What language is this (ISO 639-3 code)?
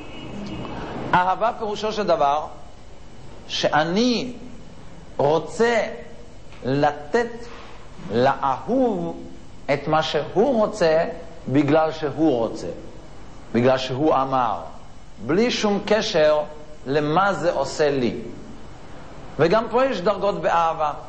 heb